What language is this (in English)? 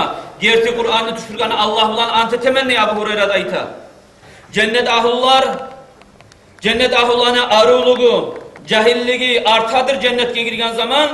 Kumyk